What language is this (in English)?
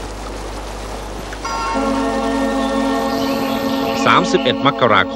Thai